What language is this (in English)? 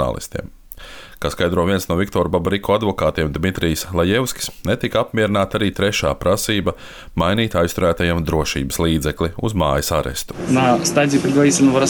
Latvian